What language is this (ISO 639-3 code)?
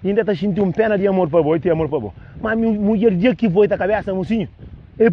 kea